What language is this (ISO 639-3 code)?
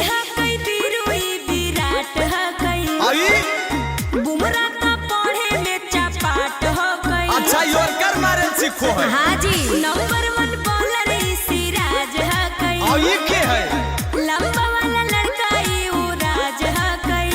mag